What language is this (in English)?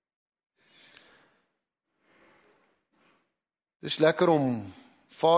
Afrikaans